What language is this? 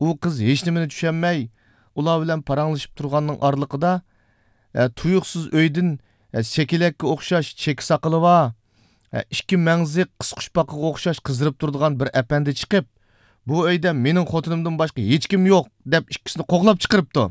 Uyghur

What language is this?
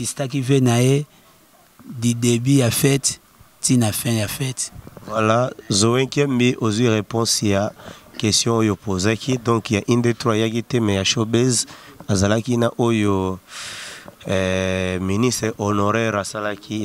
Lingala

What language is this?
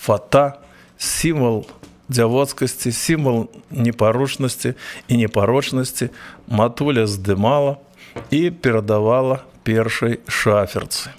Belarusian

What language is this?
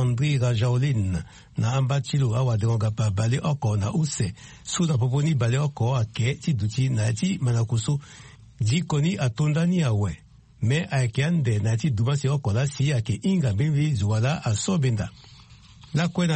Sango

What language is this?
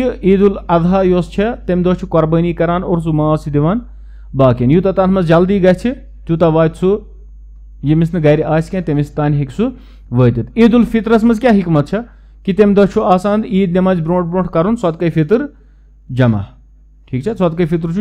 Kashmiri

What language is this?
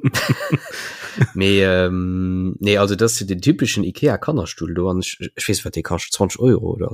Luxembourgish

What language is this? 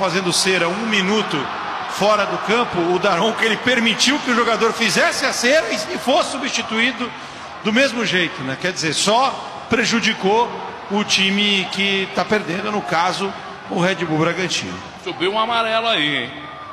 Portuguese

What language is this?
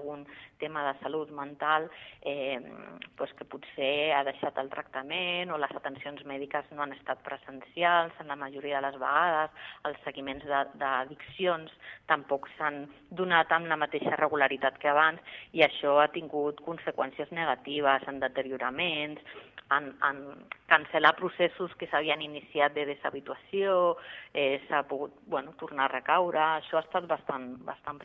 Catalan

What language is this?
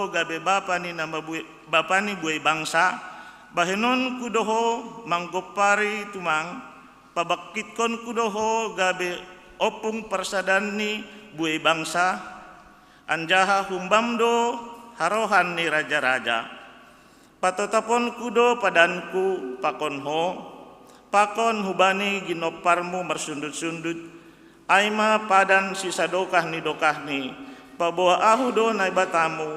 Batak Simalungun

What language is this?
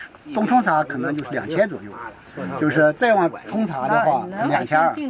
Chinese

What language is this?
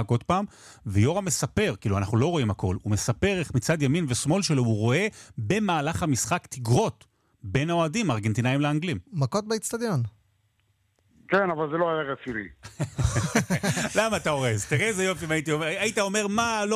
Hebrew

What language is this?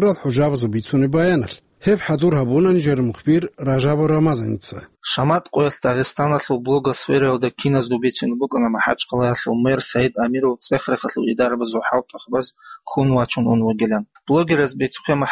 Avaric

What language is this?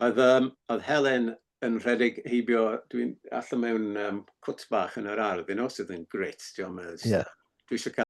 Welsh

